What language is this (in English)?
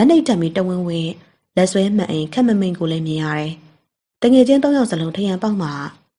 Burmese